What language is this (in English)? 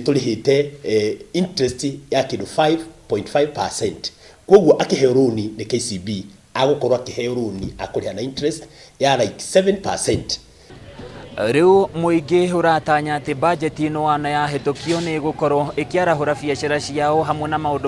Kikuyu